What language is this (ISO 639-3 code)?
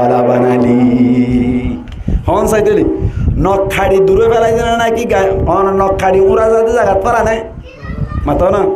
rhg